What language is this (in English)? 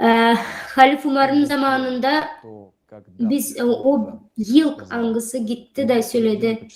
Gagauz